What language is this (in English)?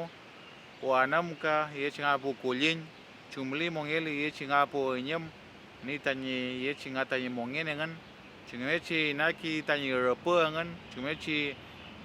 Mapuche